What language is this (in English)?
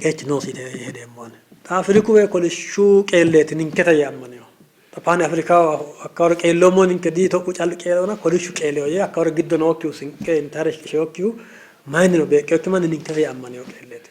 Sidamo